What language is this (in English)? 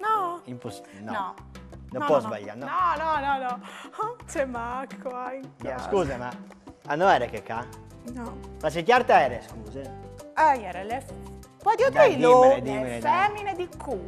Friulian